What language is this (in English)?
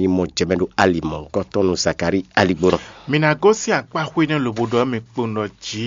Fon